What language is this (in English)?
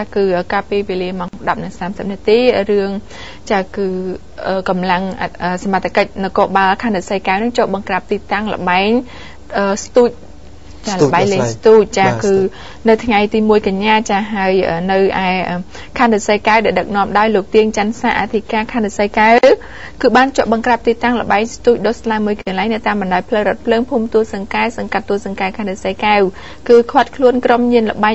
Khmer